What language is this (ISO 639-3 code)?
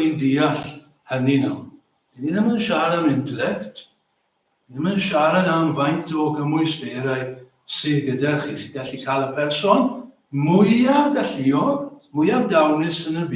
cym